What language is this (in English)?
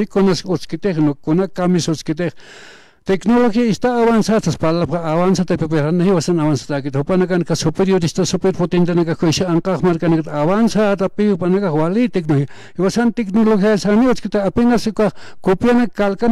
Aymara